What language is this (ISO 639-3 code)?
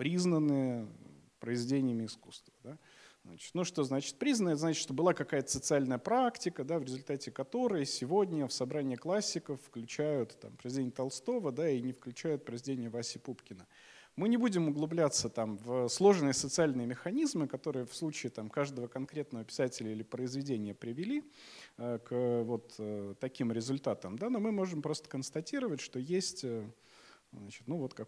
rus